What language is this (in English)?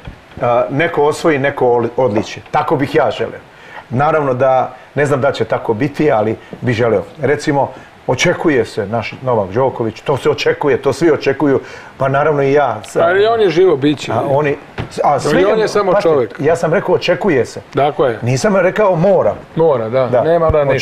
Serbian